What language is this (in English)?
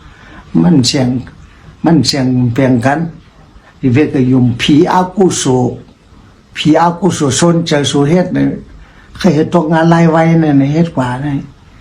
Shan